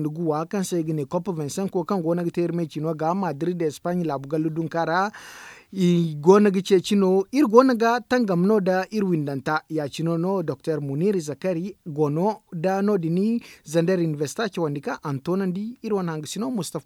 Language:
Zarma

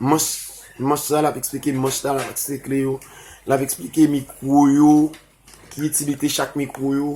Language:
Haitian Creole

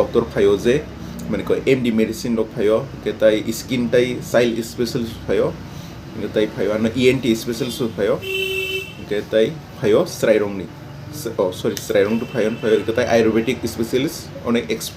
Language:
Kok Borok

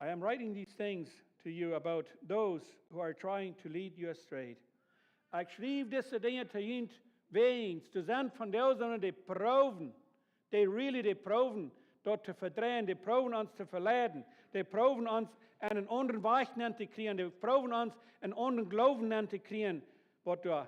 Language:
Plautdietsch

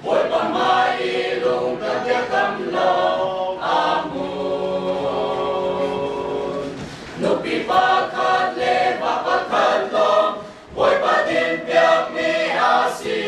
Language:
Hakha Chin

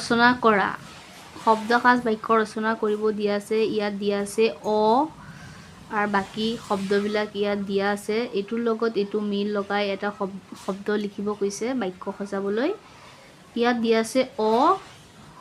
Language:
Assamese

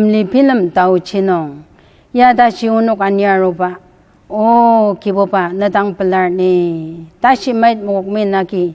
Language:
Ao Naga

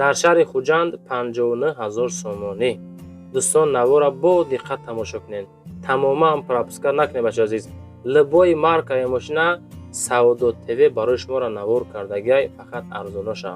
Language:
Tajik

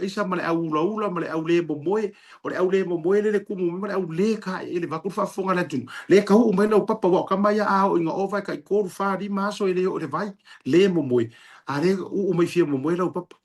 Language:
Samoan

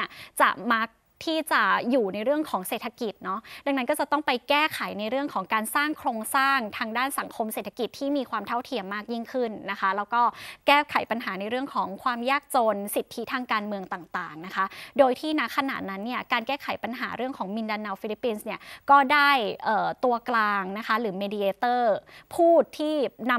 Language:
Thai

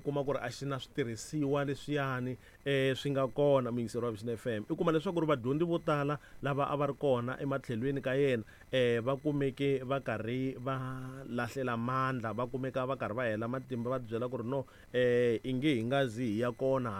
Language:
Tsonga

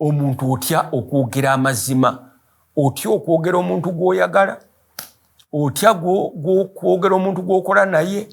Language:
Ganda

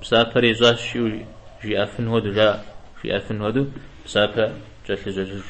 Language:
Kabardian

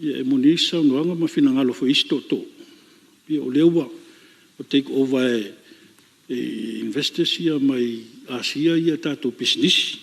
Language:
Samoan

